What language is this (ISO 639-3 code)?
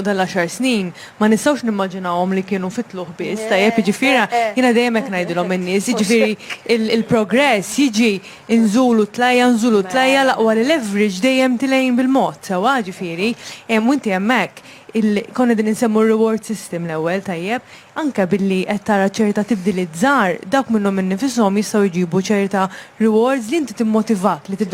mlt